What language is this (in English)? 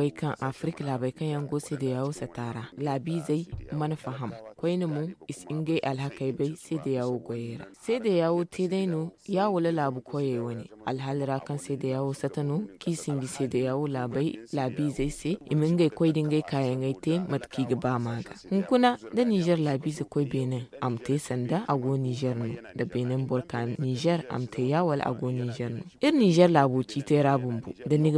Zarma